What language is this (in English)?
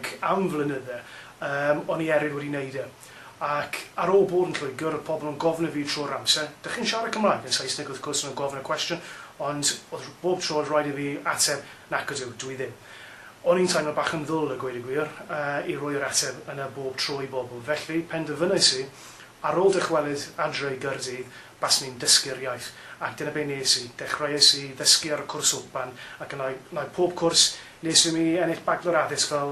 Welsh